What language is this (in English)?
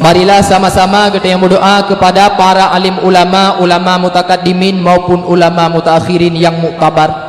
Achinese